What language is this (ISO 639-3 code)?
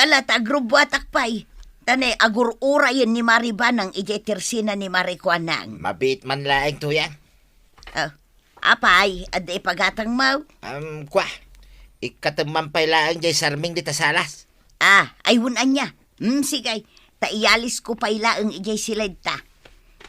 ilo